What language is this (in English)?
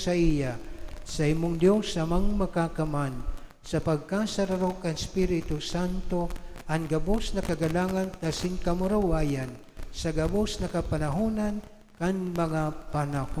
Bikol